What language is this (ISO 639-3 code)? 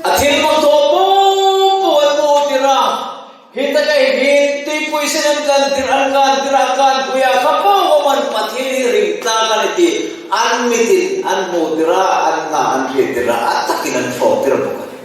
hmr